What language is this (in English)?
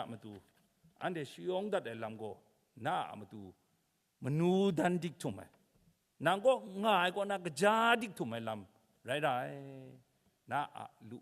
Kachin